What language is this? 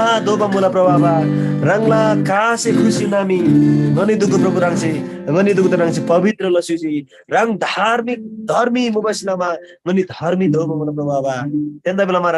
Eastern Tamang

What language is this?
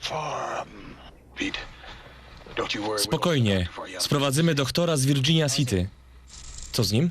Silesian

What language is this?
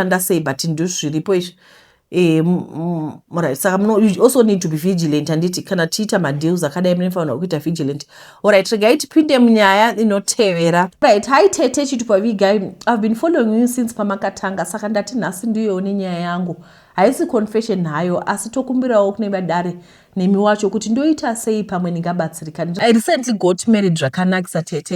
Shona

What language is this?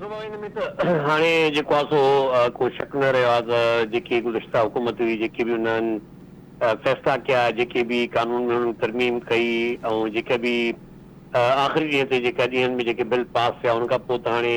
Sindhi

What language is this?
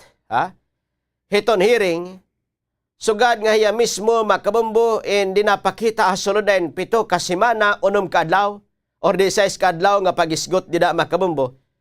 Waray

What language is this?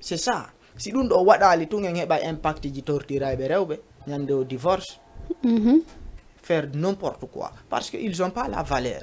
Fula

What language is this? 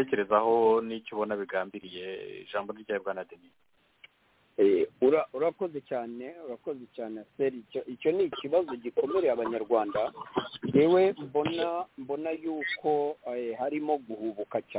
Kinyarwanda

